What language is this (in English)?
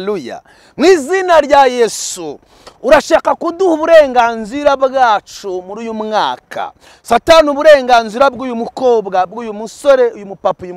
Kinyarwanda